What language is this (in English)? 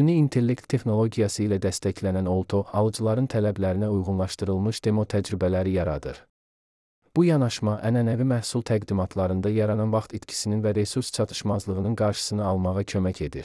Azerbaijani